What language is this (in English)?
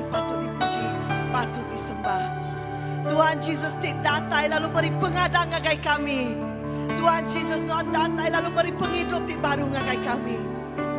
Iban